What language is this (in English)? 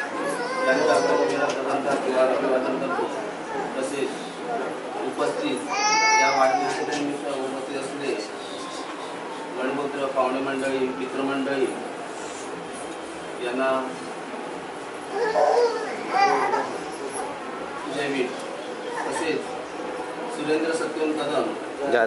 Marathi